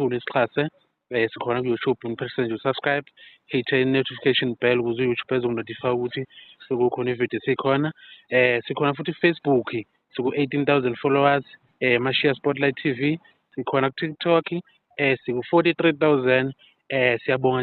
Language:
Zulu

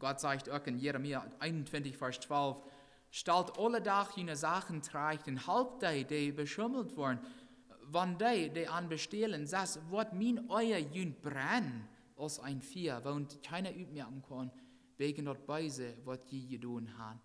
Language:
Plautdietsch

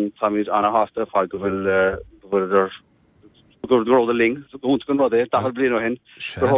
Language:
Irish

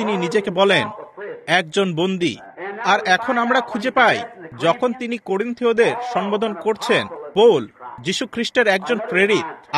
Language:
Bangla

